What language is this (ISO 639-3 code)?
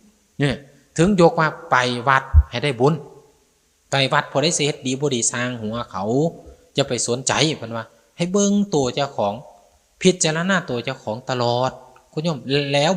tts